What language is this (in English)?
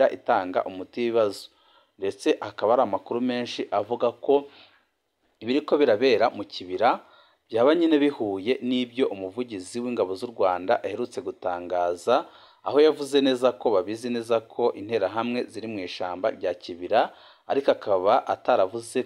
Rundi